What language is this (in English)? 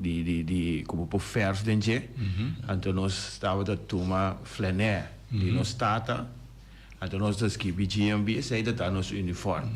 Papiamento